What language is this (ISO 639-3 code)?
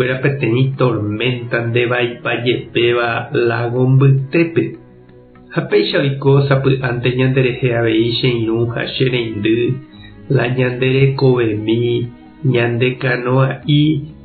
grn